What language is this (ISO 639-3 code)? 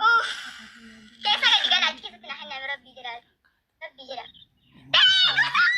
orm